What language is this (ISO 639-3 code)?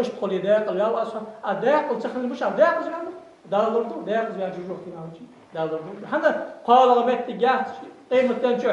inh